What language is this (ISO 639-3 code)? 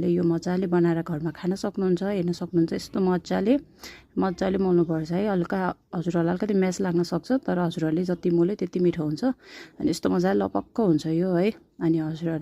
nep